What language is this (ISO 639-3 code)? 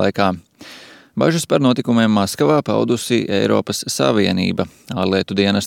lav